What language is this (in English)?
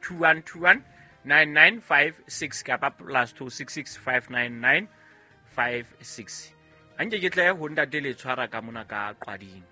Southern Sotho